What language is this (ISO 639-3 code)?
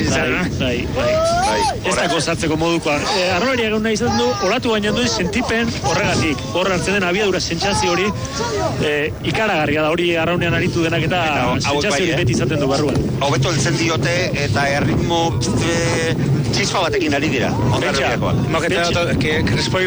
eus